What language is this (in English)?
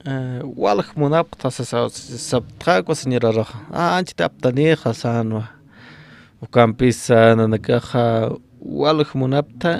Aymara